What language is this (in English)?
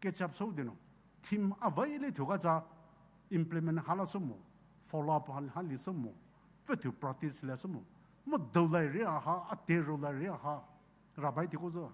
Poumei Naga